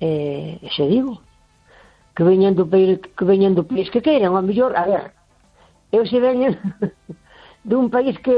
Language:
Galician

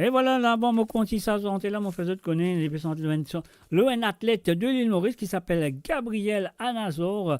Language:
Morisyen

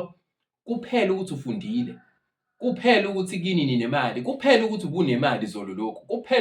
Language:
Zulu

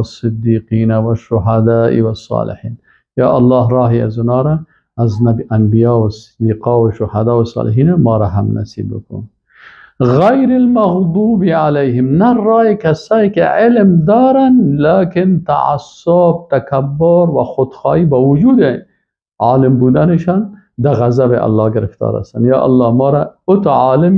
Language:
Persian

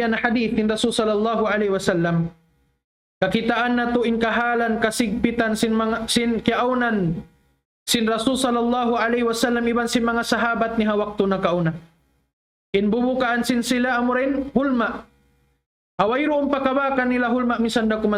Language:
Tausug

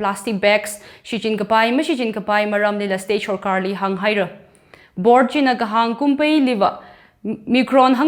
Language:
Tangkhul Naga (India)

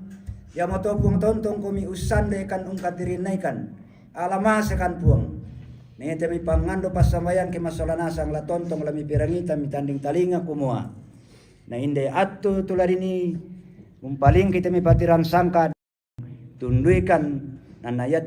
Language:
Toraja-Sa'dan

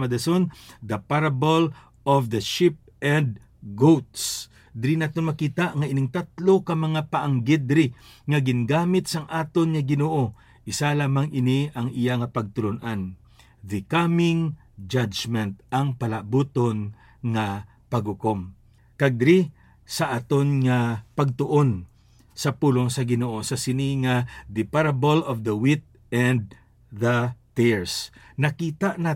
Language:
Hiligaynon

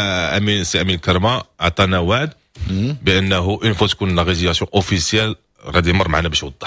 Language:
Moroccan Arabic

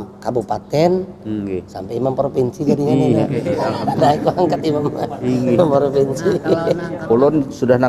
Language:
Banjar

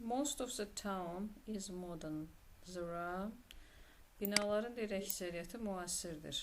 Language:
Azerbaijani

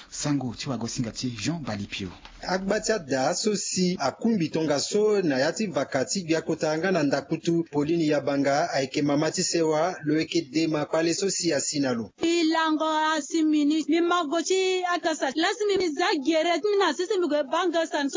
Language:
Sango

